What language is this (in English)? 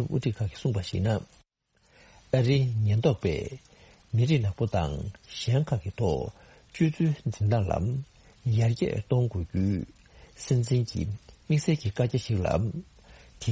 Tibetan